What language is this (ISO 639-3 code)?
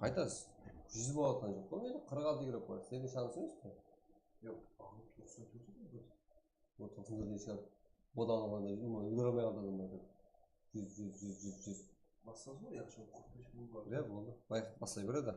kaa